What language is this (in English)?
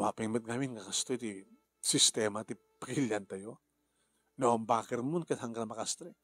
Iloko